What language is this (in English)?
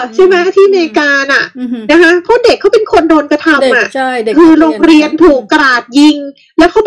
Thai